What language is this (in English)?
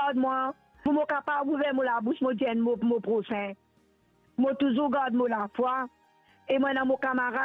Morisyen